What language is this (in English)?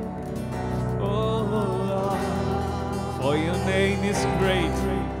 English